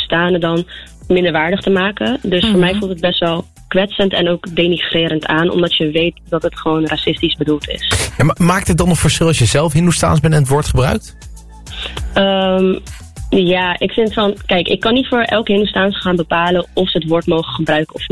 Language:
Dutch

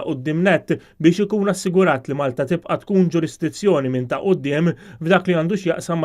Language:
Maltese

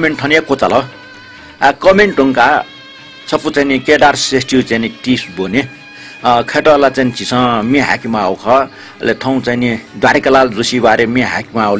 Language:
Newari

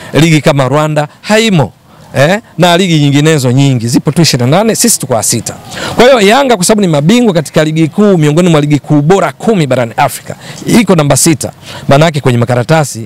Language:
Swahili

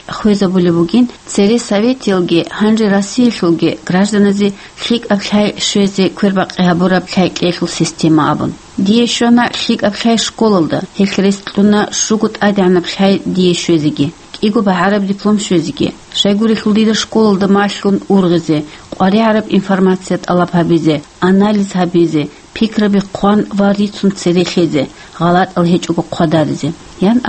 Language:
Avaric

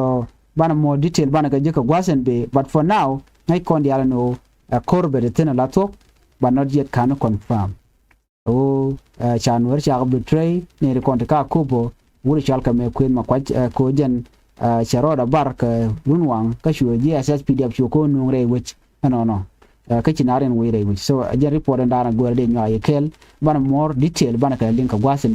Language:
Nuer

